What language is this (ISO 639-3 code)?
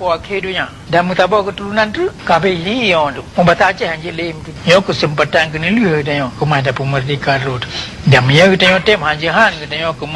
ace